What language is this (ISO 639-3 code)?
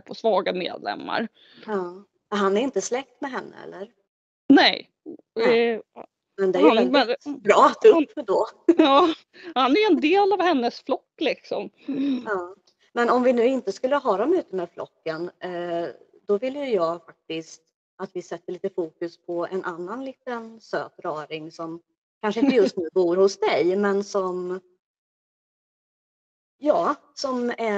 swe